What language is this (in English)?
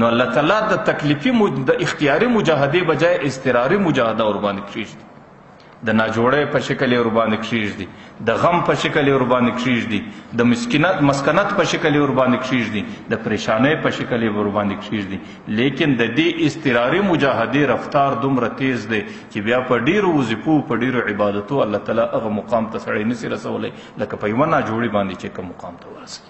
Pashto